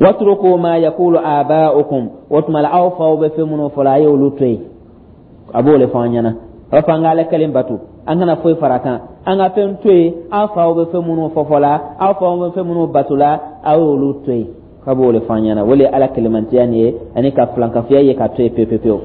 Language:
Dyula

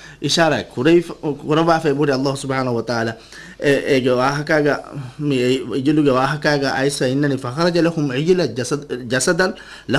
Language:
Divehi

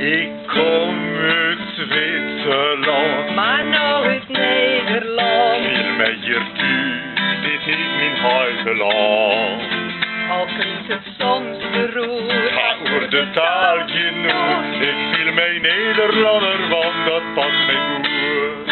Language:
Western Frisian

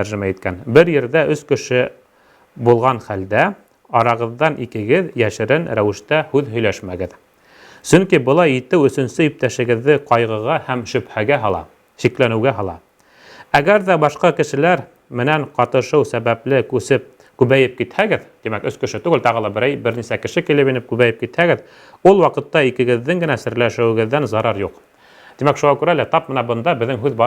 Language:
Bashkir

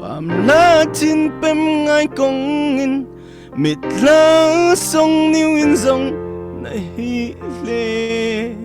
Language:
Falam Chin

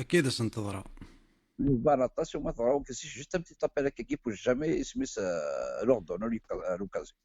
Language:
Kabyle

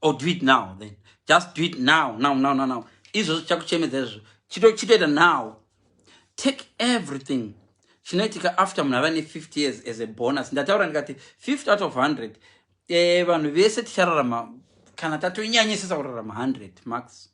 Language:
Shona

